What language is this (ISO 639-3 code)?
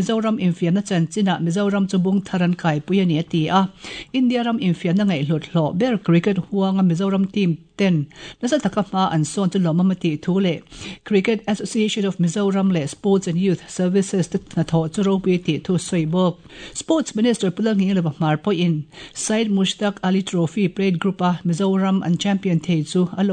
lus